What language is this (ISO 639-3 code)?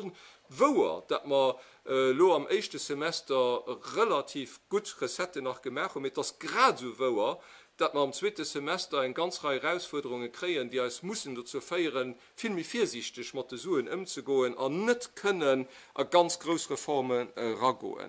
ltz